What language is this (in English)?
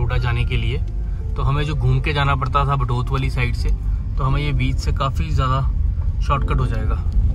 Hindi